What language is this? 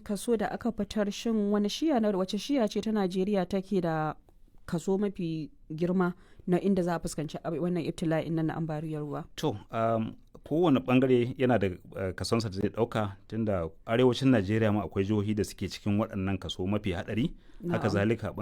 Hausa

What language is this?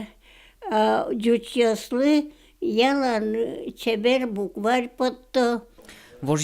Udmurt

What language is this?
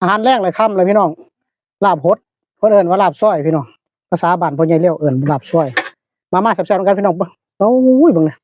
Northeastern Thai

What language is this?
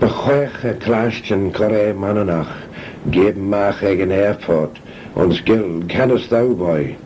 Manx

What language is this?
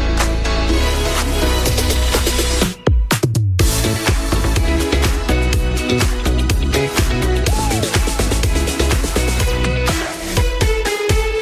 Polish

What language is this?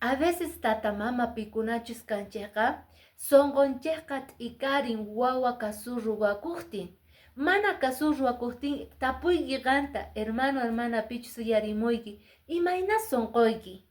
Quechua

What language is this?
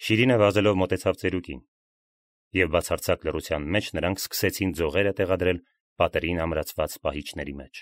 Armenian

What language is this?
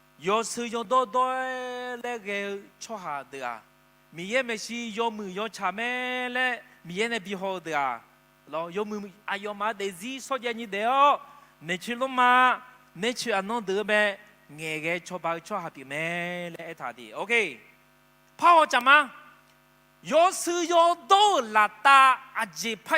Akha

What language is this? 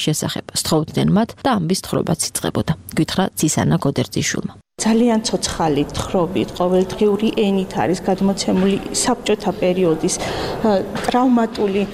Georgian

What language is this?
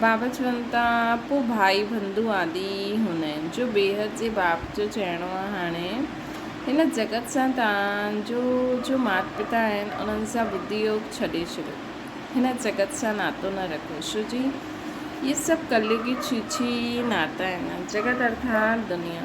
Sindhi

